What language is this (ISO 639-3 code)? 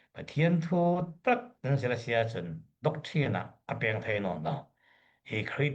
cfm